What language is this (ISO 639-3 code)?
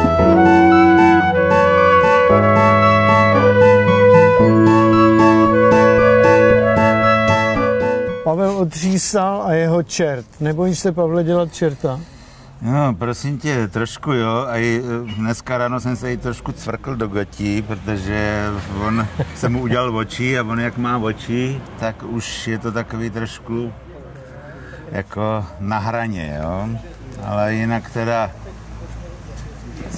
ces